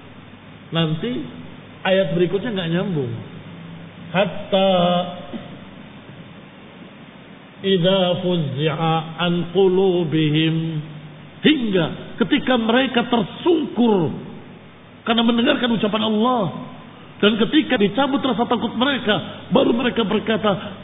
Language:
Indonesian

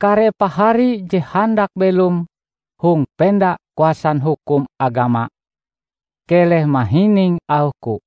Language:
Ngaju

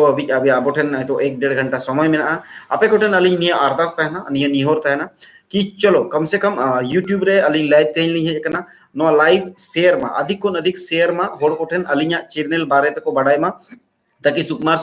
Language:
Santali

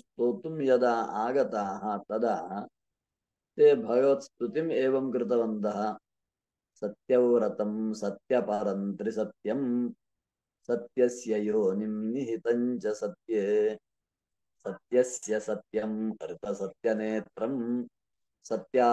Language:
Sanskrit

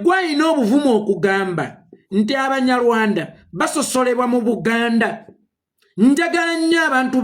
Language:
Ganda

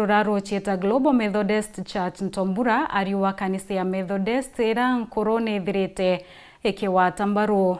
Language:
Meru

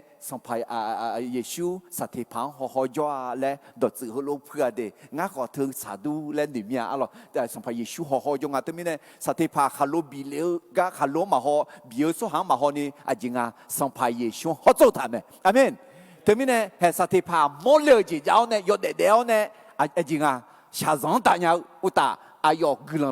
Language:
Akha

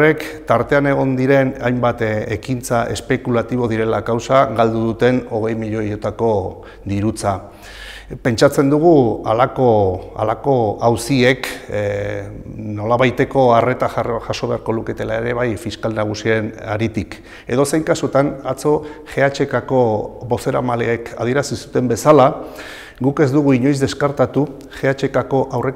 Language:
Basque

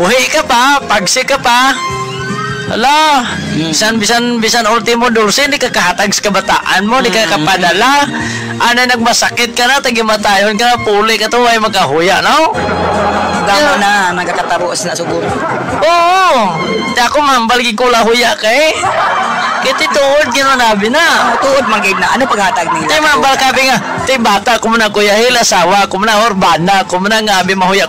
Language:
Hiligaynon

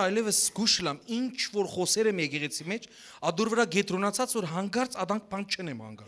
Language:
Western Armenian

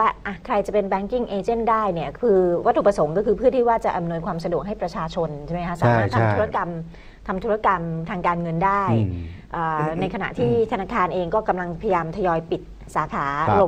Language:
Thai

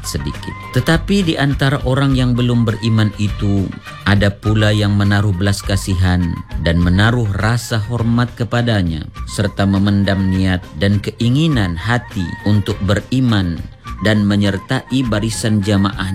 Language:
Malay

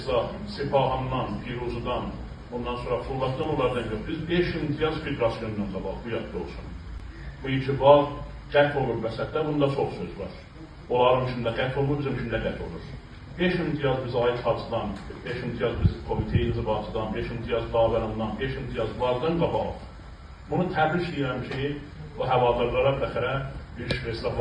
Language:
Azerbaijani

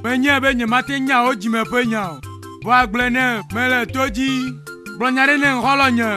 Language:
Ewe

